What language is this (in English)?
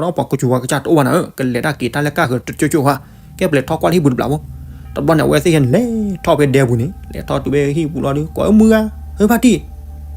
S'gaw Karen